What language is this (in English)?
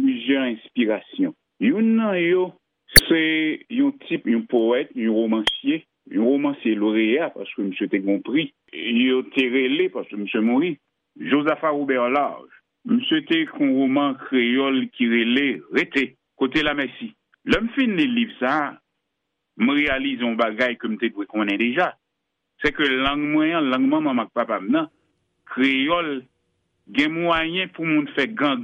Haitian Creole